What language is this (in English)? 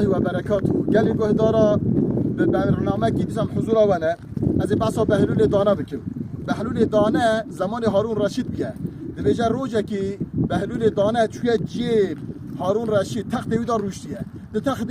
Kurdish